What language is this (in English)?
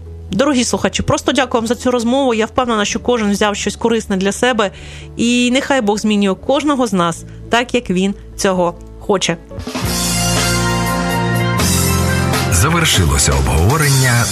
Ukrainian